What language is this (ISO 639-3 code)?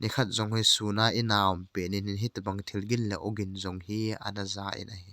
tcz